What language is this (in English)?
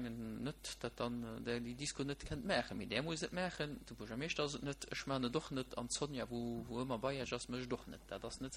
Luxembourgish